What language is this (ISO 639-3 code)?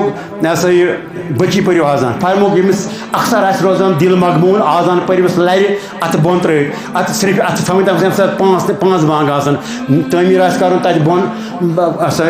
kas